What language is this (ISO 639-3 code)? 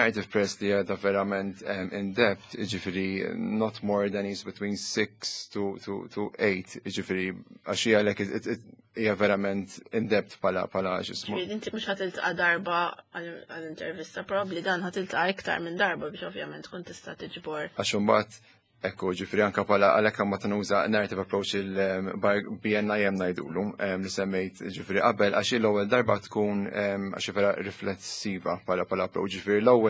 mlt